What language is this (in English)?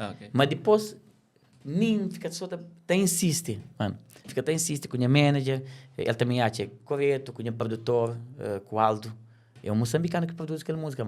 Kabuverdianu